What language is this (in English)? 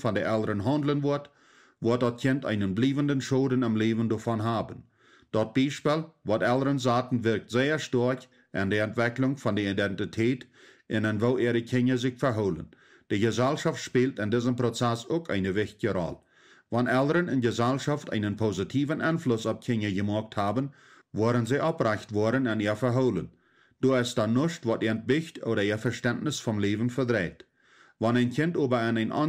Plautdietsch